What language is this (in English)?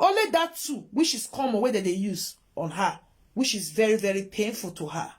Nigerian Pidgin